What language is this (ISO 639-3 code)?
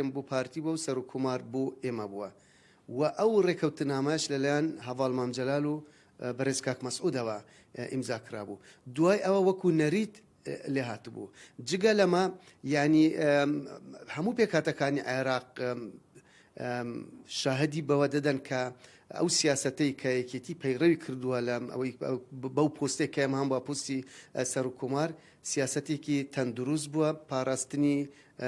ckb